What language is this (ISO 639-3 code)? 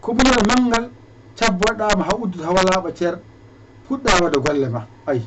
ful